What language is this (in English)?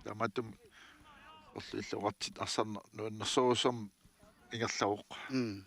Kalaallisut